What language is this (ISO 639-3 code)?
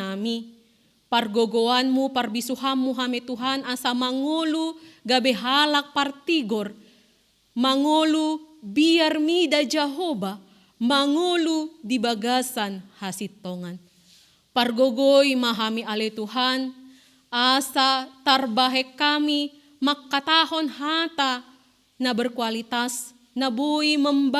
bbc